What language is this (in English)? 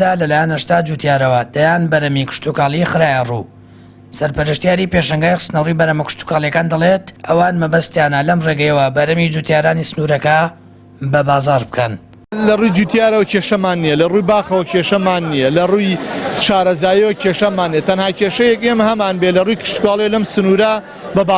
Central Kurdish